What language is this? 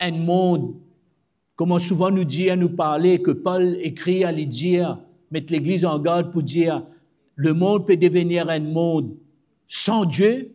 Morisyen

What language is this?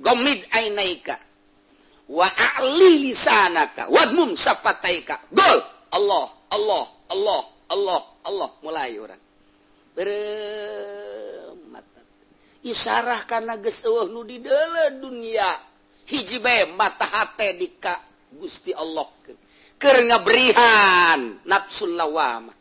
Sundanese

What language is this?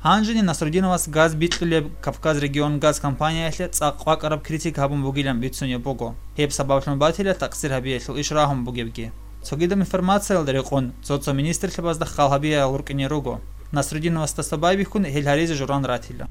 Avaric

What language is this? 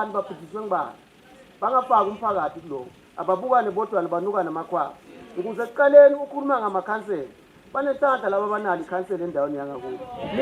Zulu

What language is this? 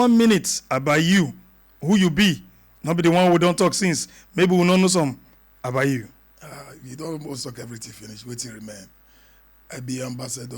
Nigerian Pidgin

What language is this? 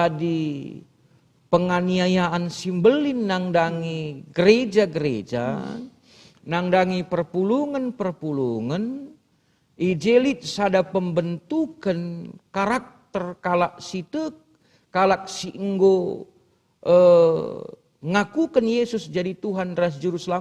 Batak Karo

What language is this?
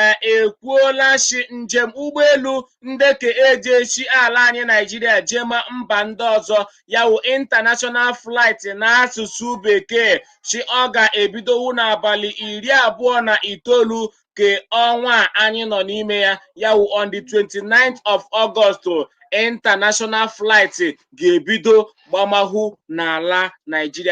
Igbo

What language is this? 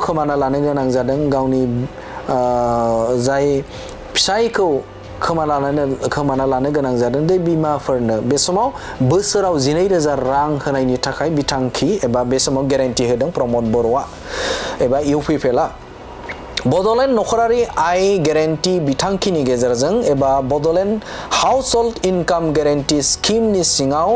Bodo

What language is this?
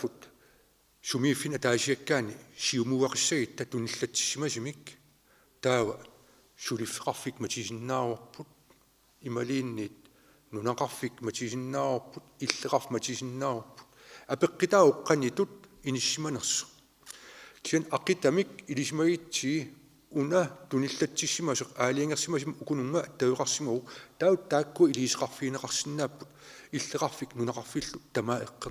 Kalaallisut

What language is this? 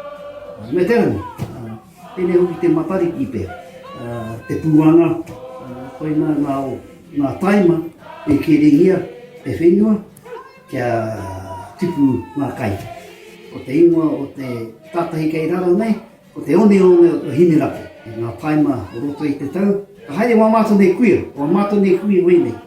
Māori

